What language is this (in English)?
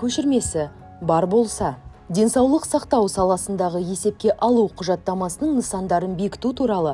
Kazakh